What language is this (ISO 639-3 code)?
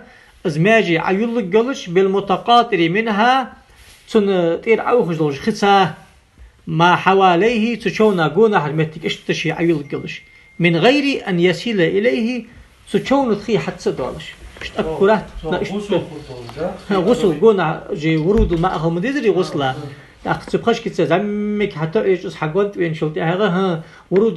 inh